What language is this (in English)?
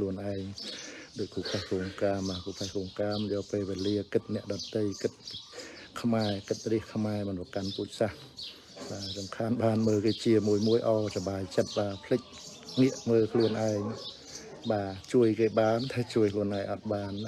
Khmer